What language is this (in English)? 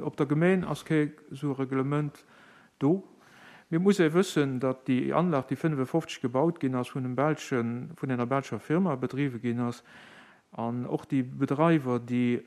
Luxembourgish